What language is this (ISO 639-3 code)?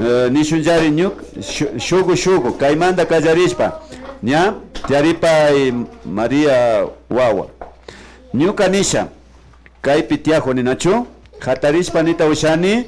qvi